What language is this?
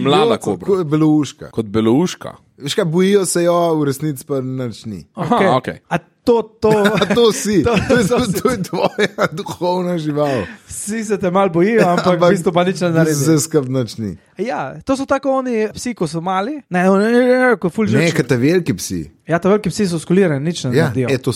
Slovenian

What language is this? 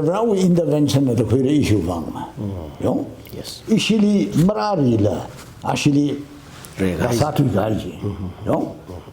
Tangkhul Naga (India)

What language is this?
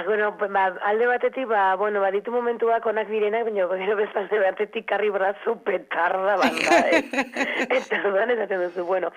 Basque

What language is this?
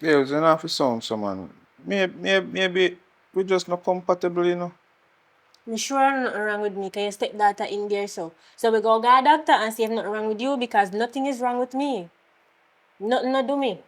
Jamaican Creole English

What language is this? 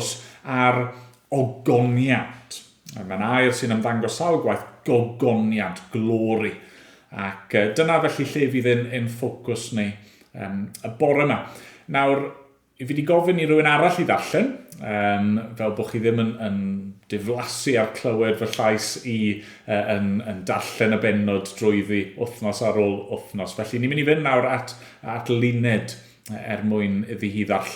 Welsh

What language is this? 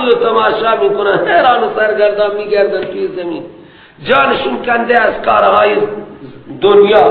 Persian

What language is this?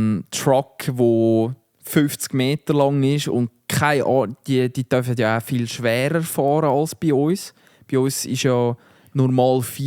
Swiss German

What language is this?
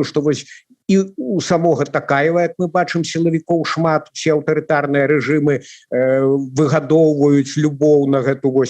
Belarusian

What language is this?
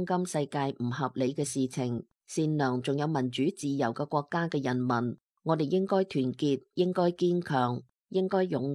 Cantonese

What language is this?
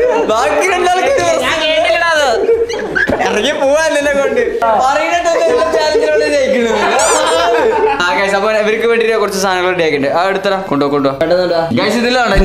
Malayalam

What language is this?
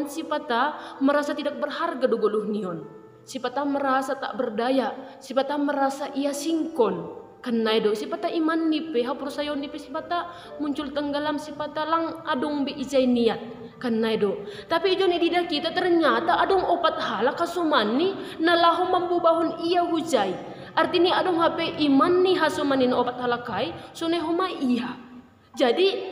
Batak Simalungun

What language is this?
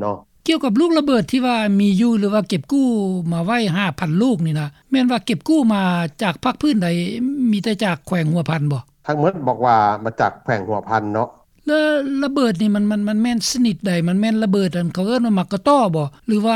Lao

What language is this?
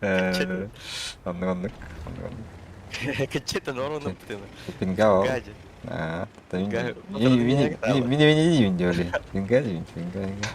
Yakut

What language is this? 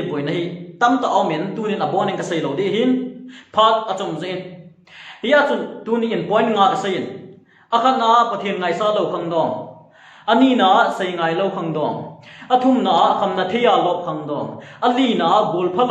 Thado Chin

